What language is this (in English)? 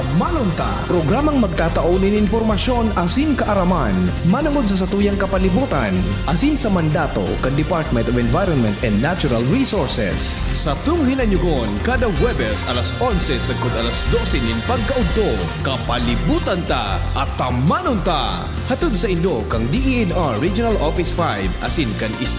Bikol